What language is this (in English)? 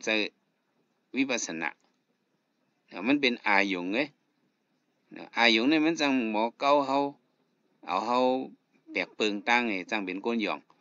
Shan